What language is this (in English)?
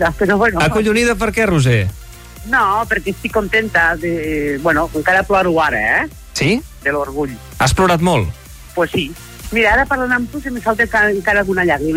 Catalan